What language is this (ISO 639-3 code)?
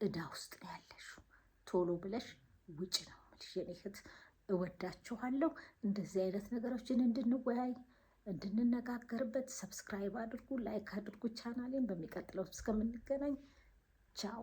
amh